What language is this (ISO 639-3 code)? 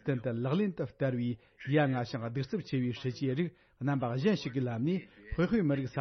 bod